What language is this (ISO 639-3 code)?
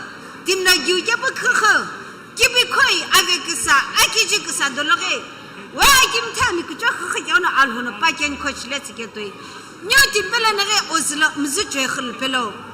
nsm